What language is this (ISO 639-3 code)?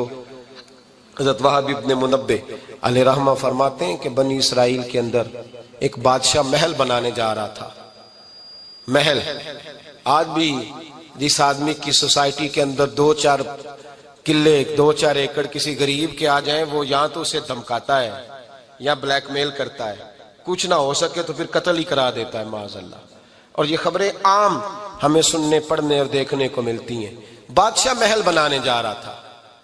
urd